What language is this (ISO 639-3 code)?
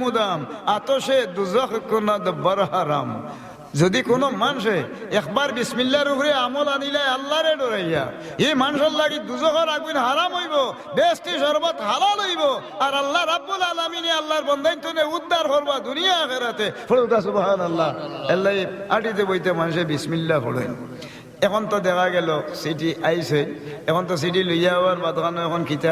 syl